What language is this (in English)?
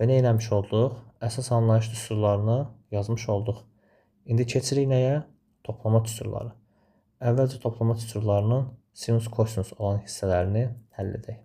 Azerbaijani